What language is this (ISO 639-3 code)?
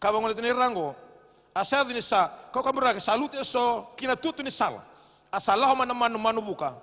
fij